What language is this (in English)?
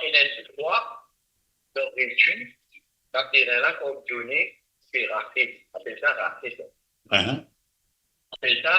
Morisyen